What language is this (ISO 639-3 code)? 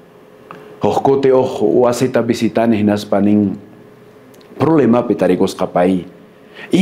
que